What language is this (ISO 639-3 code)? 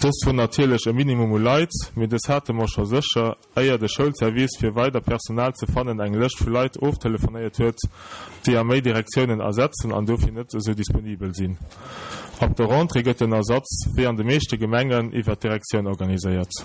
ltz